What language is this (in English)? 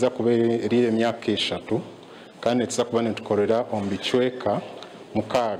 Nyankole